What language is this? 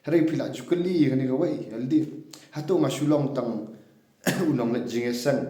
Khasi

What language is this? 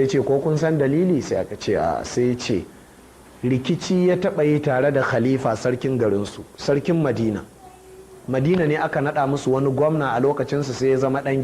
Hausa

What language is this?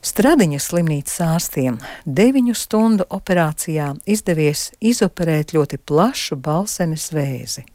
Latvian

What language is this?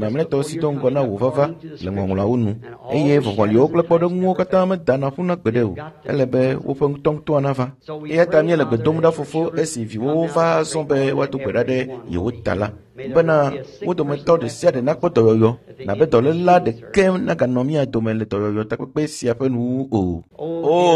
Ewe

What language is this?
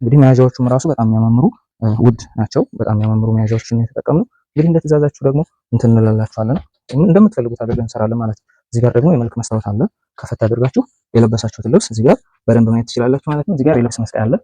Amharic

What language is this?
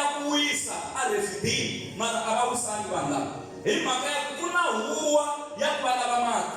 Tsonga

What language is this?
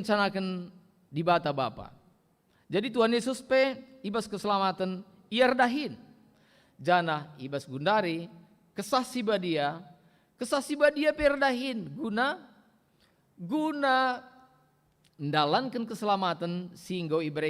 Batak Karo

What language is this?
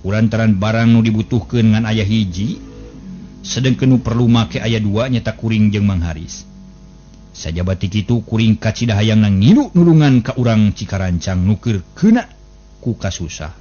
Sundanese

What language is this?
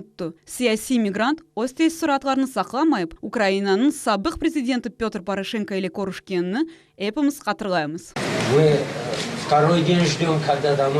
Crimean Tatar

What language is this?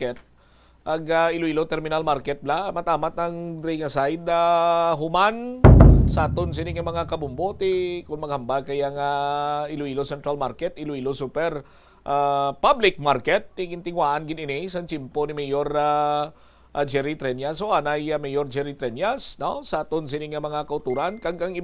Hiligaynon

